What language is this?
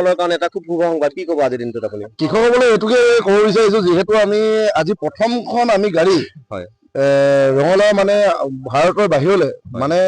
Assamese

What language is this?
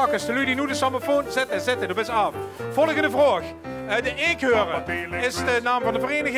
Limburgish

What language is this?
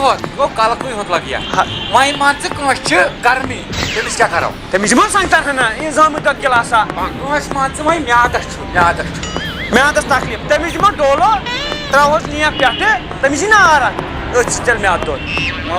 Kashmiri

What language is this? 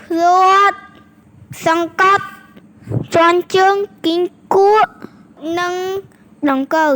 Khmer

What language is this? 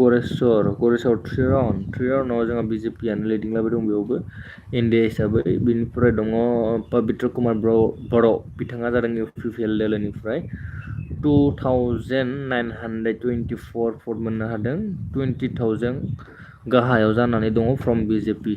Bodo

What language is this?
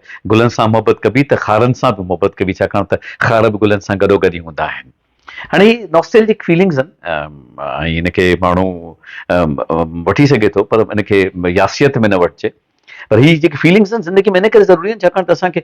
Sindhi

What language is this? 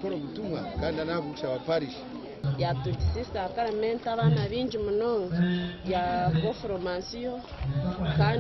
Nyankole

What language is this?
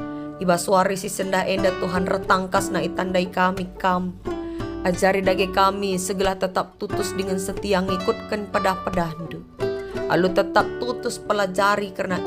Batak Karo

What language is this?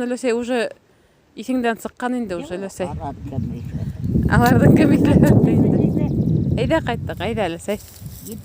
Bashkir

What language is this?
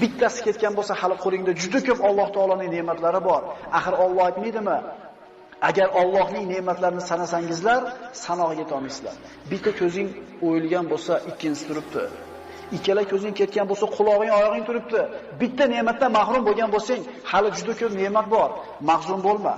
Uzbek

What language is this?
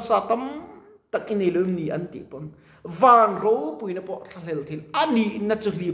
Mizo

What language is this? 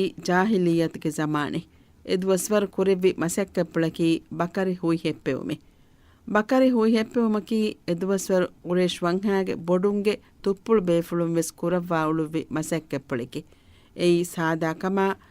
Divehi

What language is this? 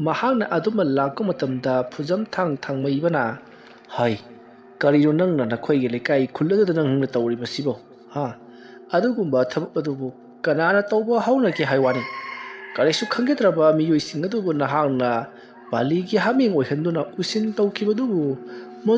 Manipuri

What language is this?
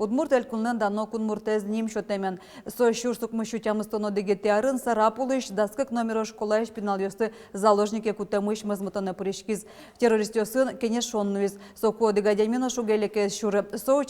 Udmurt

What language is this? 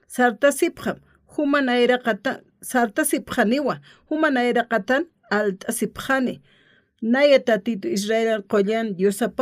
Aymara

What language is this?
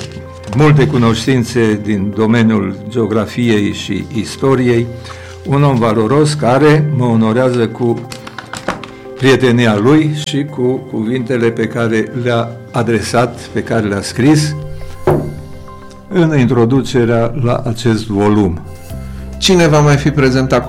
Romanian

